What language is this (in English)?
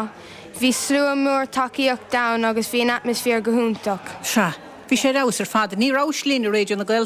Irish